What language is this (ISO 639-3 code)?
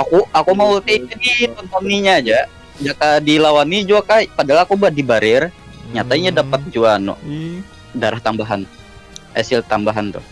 bjn